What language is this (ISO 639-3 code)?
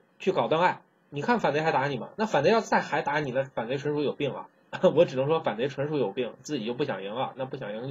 zho